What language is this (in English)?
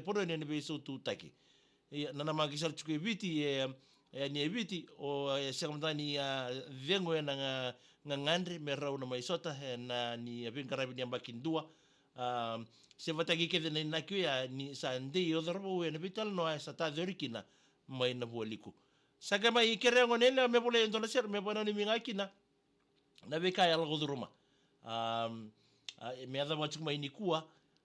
Fijian